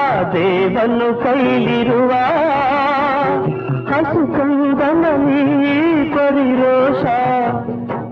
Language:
Kannada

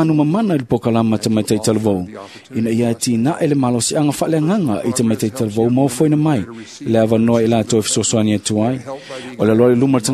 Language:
Samoan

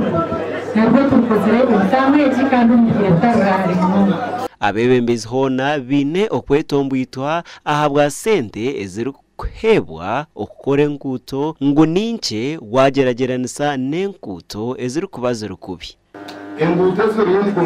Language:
Nyankole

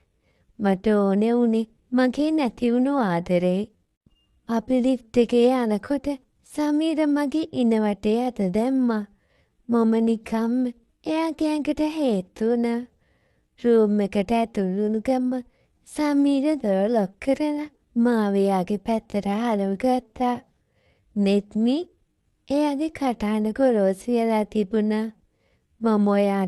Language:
Sinhala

